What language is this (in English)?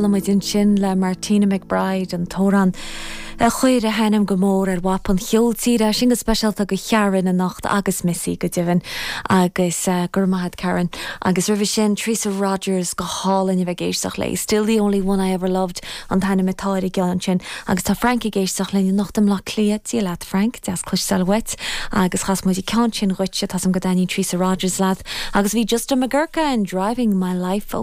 Irish